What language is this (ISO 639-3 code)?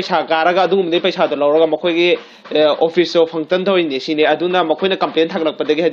mni